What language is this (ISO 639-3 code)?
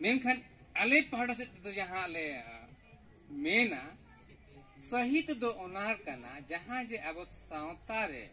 sat